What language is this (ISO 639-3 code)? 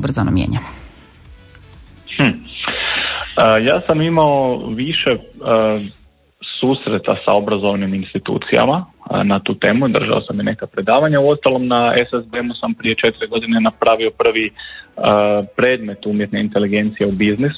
hrv